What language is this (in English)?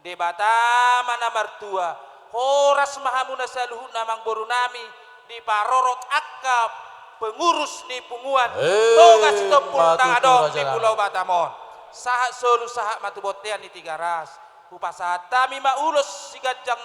Batak Toba